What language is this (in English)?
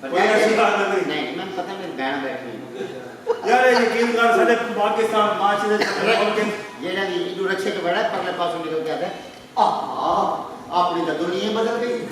Saraiki